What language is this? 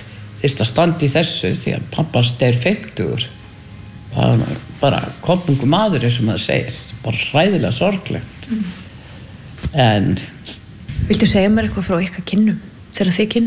Icelandic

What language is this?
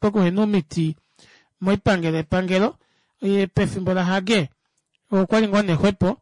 Kuanyama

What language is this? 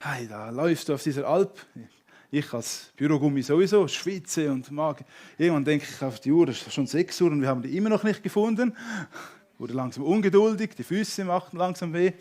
Swiss German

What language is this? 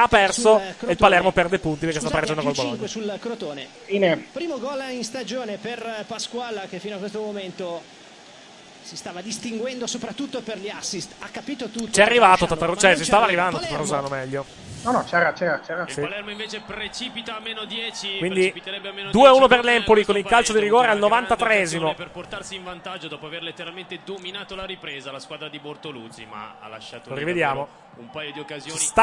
Italian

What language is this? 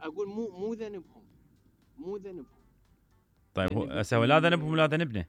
Mesopotamian Arabic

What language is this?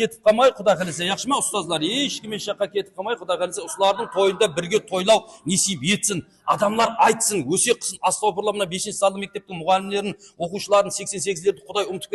Kara-Kalpak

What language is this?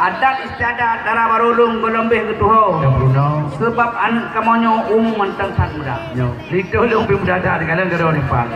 Achinese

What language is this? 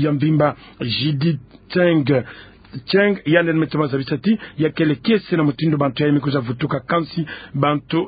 Kituba (Democratic Republic of Congo)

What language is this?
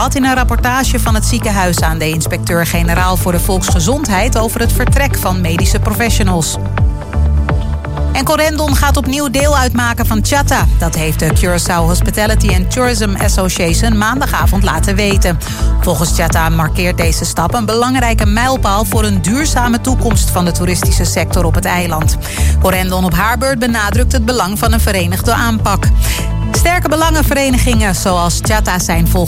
Dutch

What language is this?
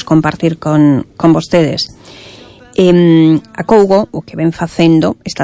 Galician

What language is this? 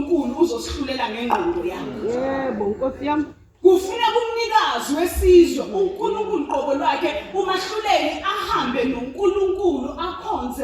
Zulu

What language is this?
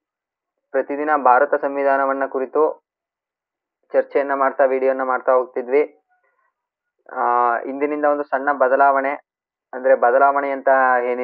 Kannada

